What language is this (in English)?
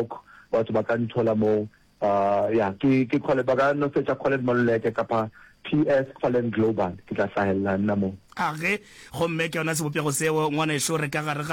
Northern Sotho